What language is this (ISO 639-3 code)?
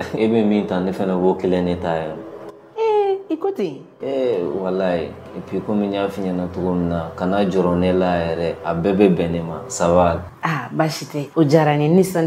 bam